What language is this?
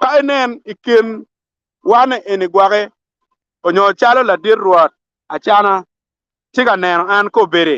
Acoli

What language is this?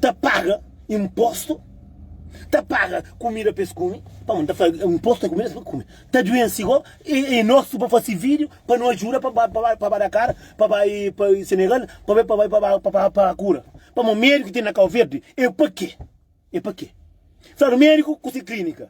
Kabuverdianu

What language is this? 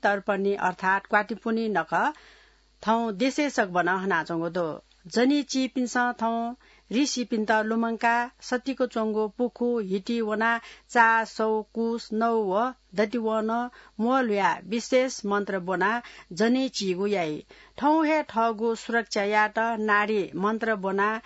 Newari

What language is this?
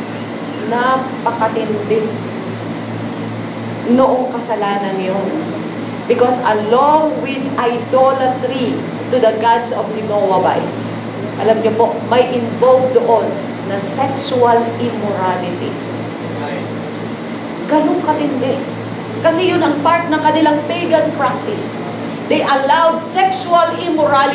Filipino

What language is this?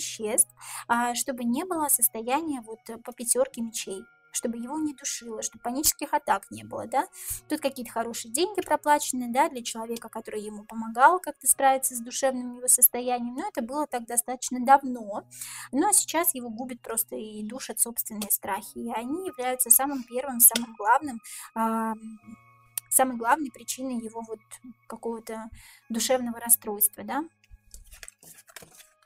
Russian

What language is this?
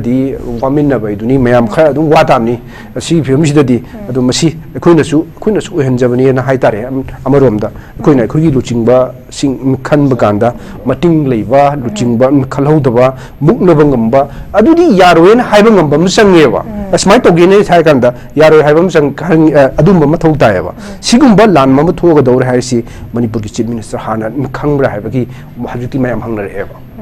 Manipuri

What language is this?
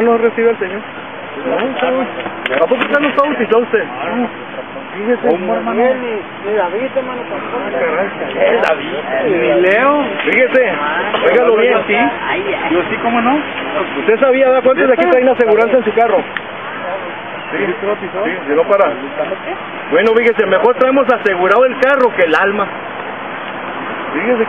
Spanish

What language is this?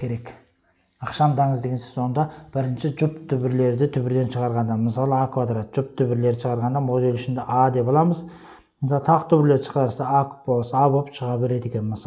Kazakh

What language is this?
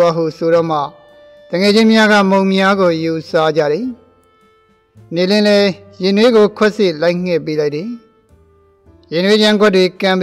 Burmese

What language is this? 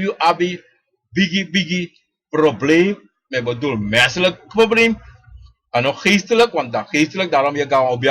Sranan Tongo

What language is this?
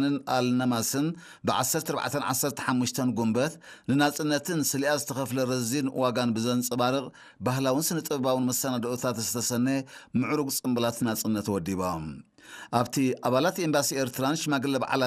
Tigrinya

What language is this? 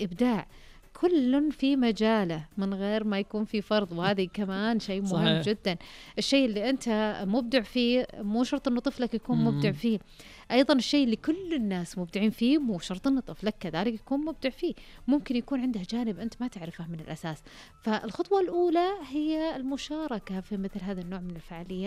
Najdi Arabic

